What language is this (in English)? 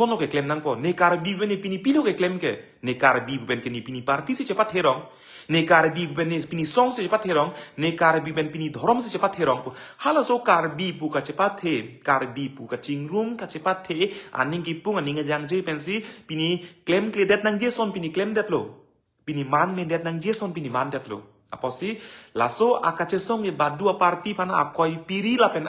Karbi